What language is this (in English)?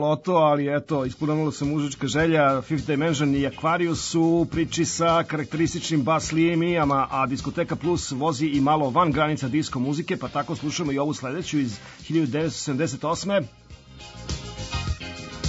Serbian